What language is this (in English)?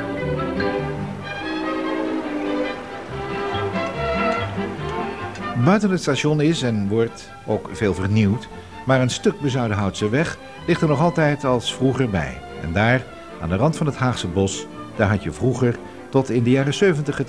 Dutch